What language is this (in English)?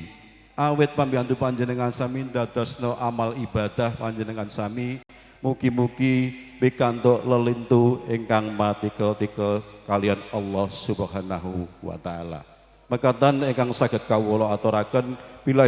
Javanese